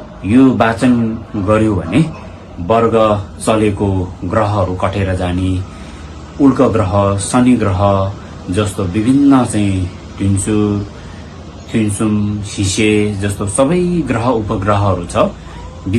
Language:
Nepali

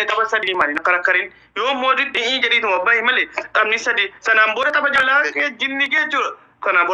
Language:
Oromo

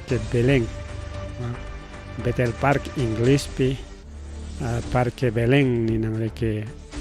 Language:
Ayacucho Quechua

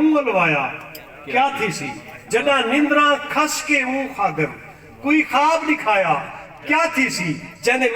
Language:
Saraiki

